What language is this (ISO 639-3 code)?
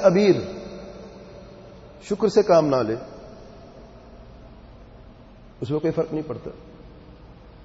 urd